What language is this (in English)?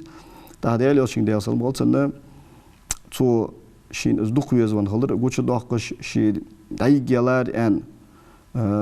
Ingush